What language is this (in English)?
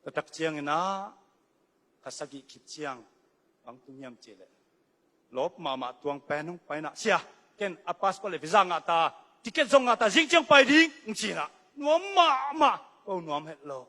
Tedim Chin